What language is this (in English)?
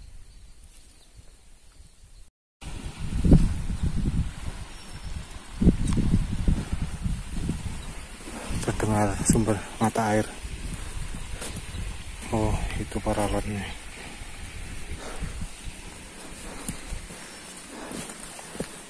Indonesian